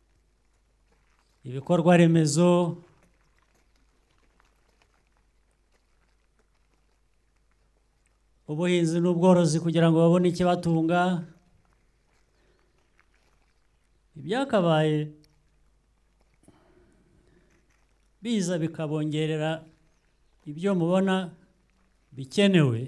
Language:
Kinyarwanda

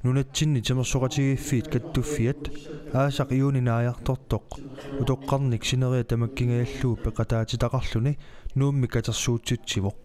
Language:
Kalaallisut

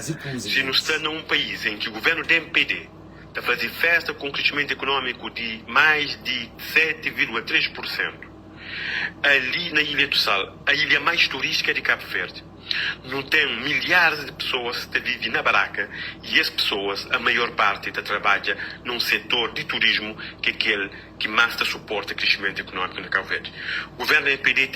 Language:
Kabuverdianu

